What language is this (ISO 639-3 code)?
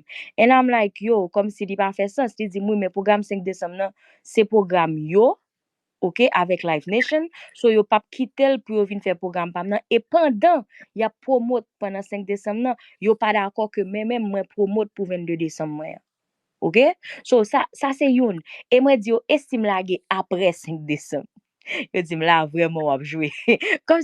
hat